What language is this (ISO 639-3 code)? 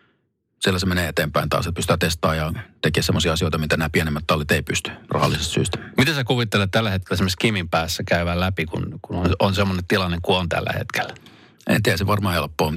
fin